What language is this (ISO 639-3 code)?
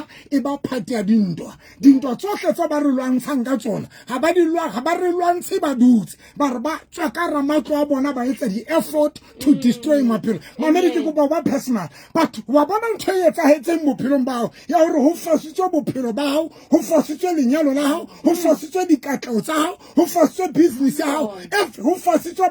sot